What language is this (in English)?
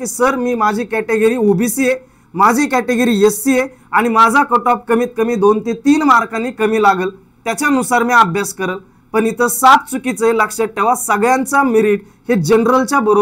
Marathi